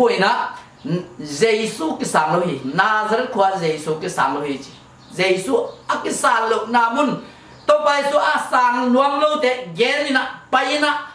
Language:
Tedim Chin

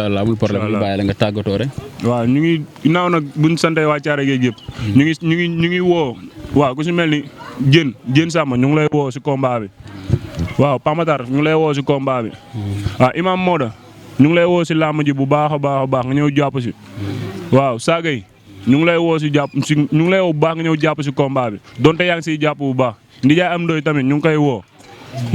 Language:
Wolof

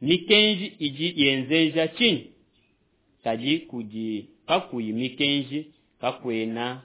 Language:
Luba-Lulua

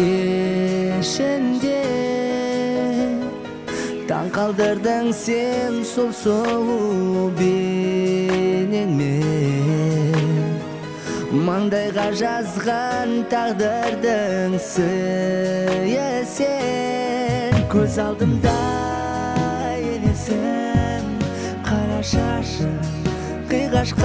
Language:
Kazakh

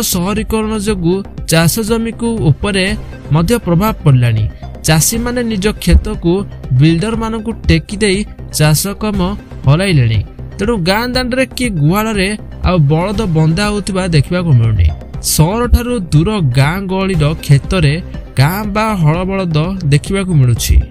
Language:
Odia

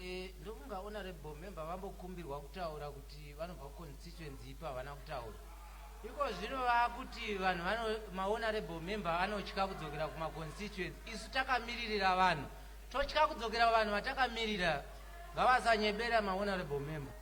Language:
Shona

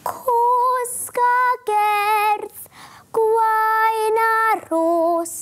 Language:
Welsh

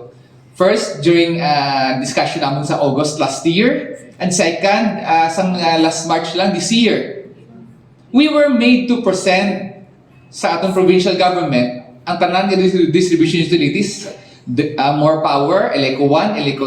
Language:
Hiligaynon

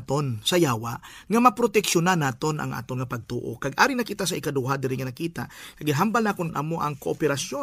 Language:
Hiligaynon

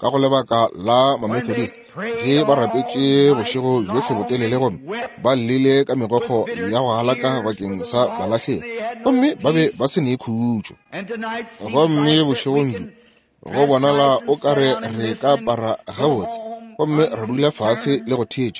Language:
Northern Sotho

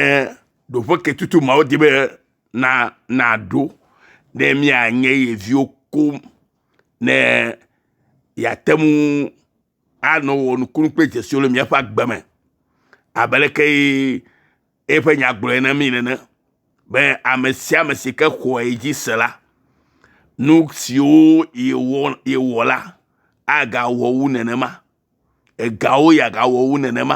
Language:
Ewe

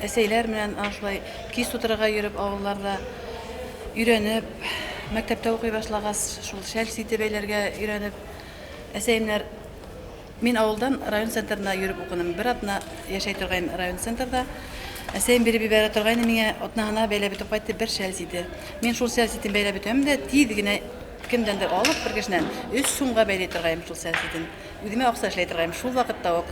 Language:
Bashkir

